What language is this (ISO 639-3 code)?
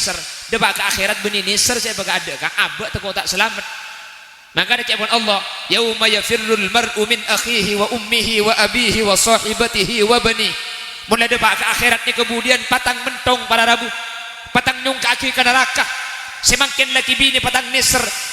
mad